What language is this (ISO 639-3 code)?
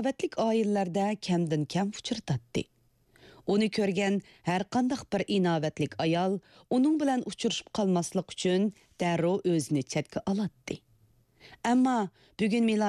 uig